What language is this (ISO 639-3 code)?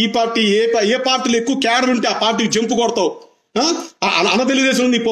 tel